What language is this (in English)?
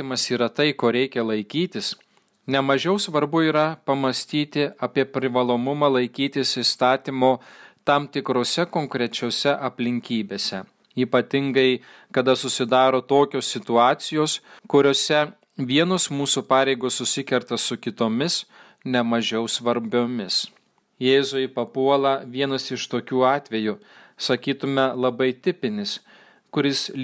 Lithuanian